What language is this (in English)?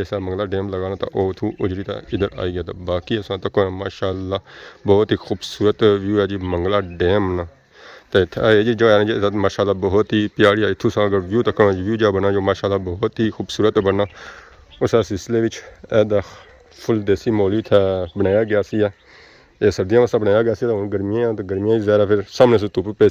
Pahari-Potwari